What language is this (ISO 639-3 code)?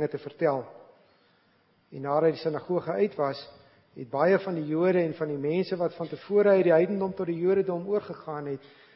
afr